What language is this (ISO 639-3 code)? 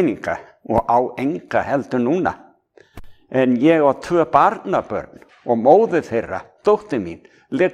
isl